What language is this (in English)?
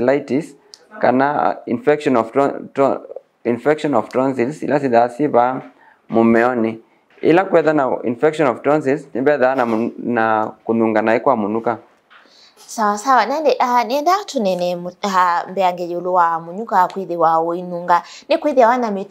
Kamba